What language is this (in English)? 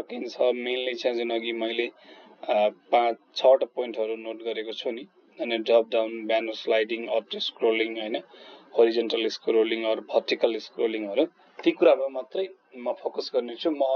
Nepali